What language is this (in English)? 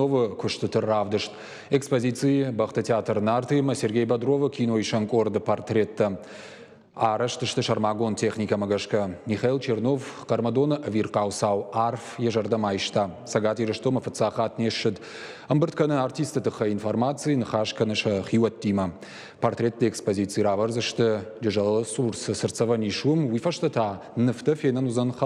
Ossetic